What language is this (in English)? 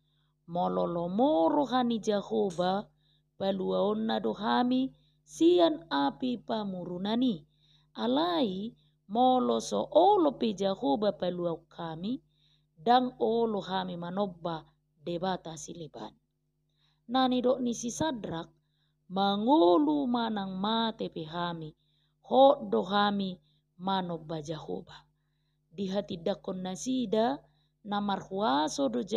Batak Toba